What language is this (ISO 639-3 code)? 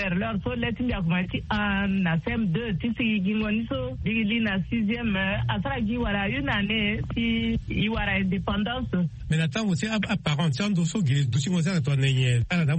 sag